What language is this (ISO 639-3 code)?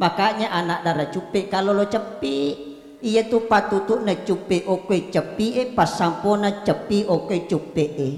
bug